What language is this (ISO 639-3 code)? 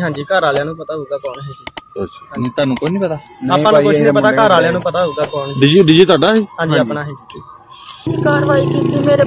pan